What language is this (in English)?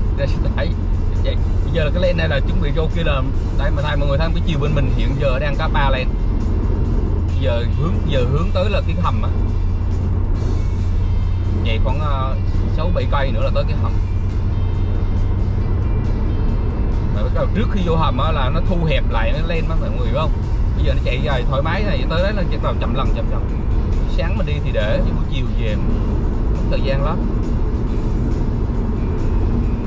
Vietnamese